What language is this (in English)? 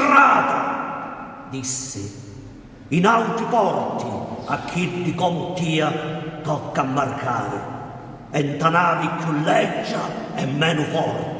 Sicilian